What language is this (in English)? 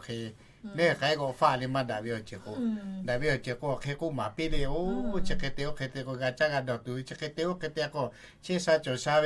Lahu